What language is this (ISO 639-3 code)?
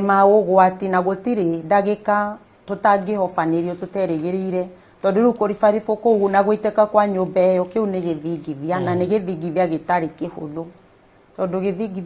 kik